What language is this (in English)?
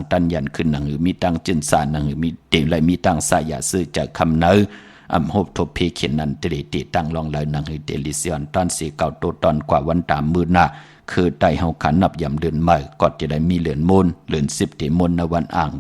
Shan